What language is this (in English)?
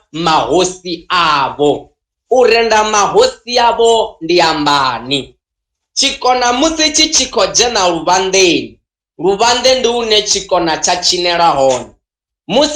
Venda